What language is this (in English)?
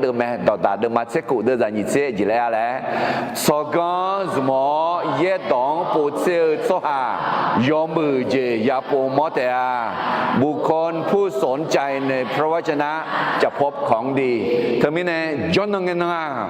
Akha